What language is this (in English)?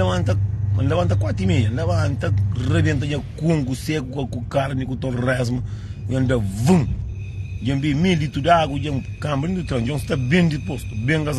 Kabuverdianu